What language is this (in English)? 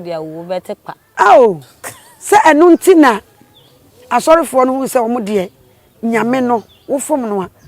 Akan